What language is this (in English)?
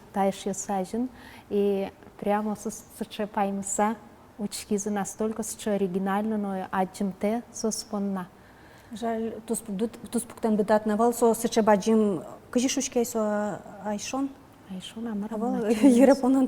Udmurt